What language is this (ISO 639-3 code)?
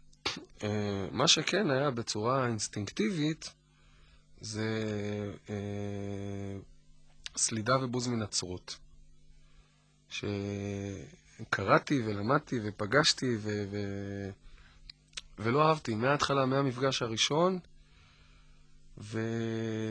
heb